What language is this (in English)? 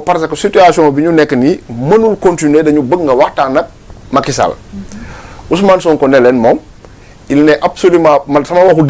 Wolof